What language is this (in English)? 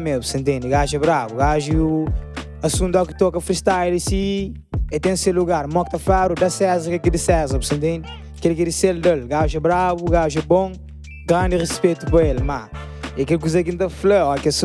Kabuverdianu